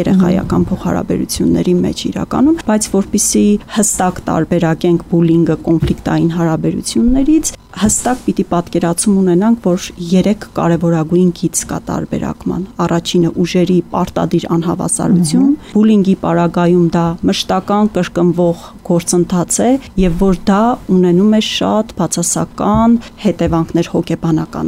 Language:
Armenian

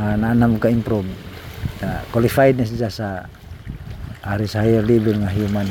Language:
Cebuano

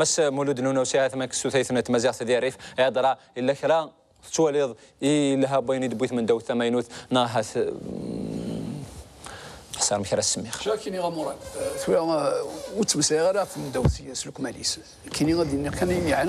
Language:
Kabyle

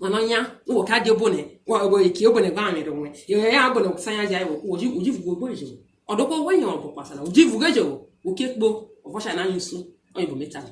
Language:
Urhobo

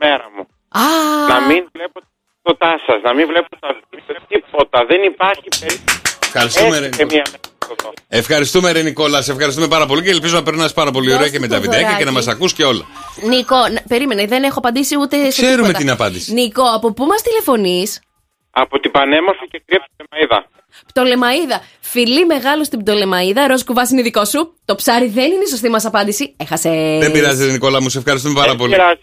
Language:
Greek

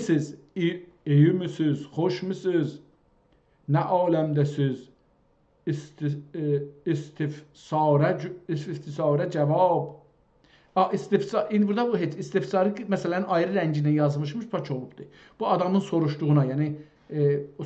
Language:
South Azerbaijani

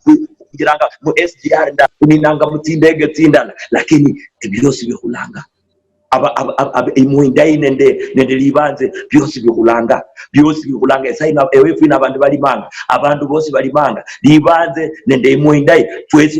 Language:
Luyia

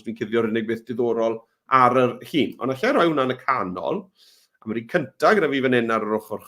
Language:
Welsh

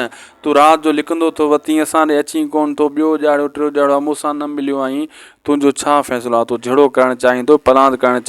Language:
Sindhi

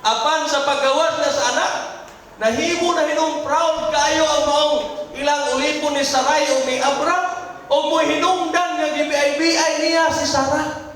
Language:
Cebuano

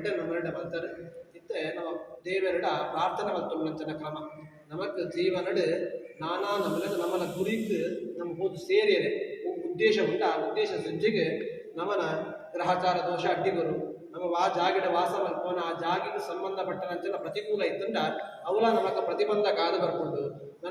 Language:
Tulu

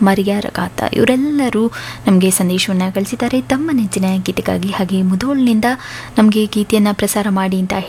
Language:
Kannada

